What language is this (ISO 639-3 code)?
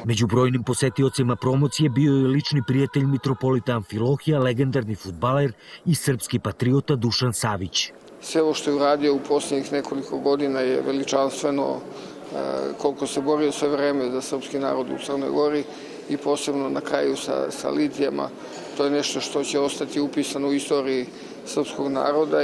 srp